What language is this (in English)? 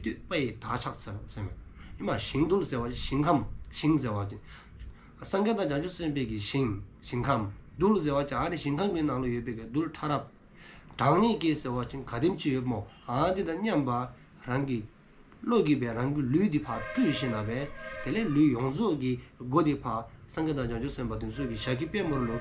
Dzongkha